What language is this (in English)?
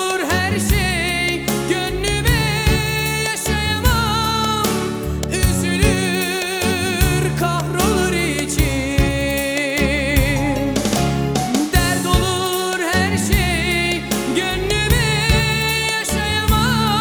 Turkish